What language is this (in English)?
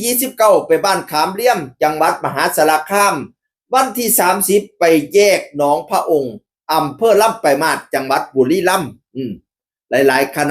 Northeastern Thai